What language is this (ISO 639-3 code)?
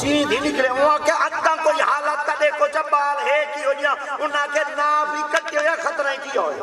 skr